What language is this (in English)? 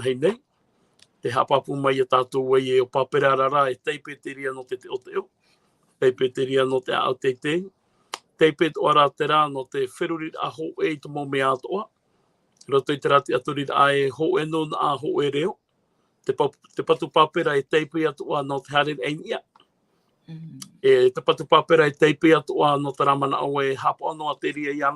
Tahitian